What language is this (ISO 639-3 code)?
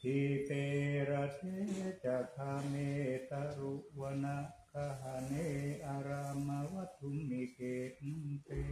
pli